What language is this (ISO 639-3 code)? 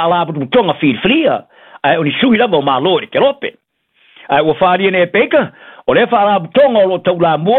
smo